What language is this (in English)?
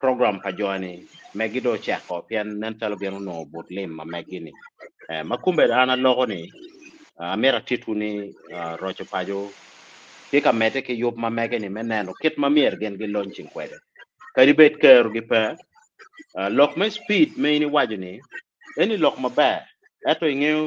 Acoli